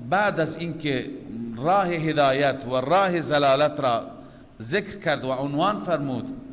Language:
Persian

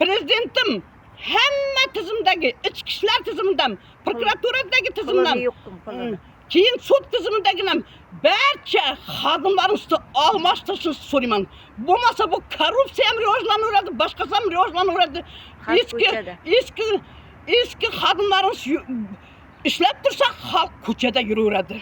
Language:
Uzbek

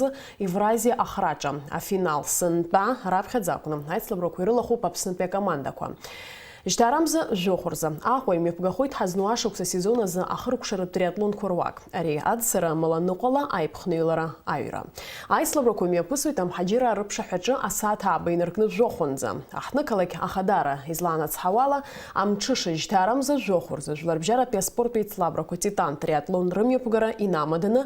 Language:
Abkhazian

